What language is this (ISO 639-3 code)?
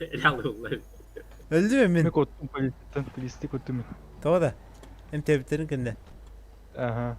sah